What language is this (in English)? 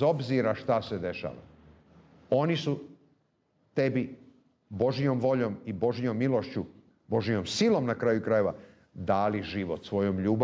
Serbian